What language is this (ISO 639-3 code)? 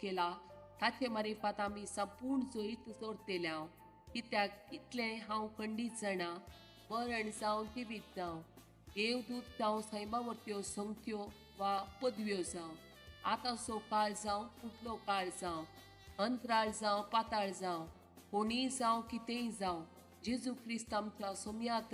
kok